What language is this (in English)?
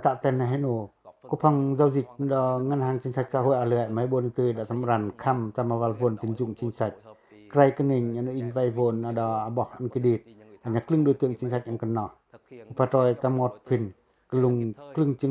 Pacoh